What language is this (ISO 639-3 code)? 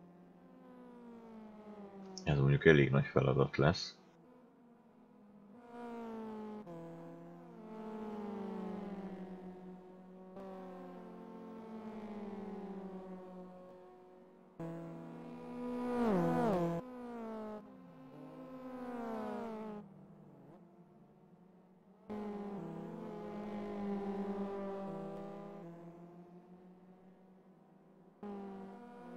hun